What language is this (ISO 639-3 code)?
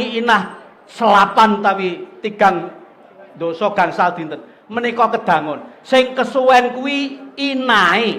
jav